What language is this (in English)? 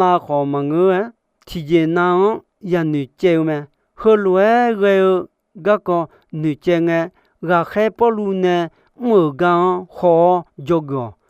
Akha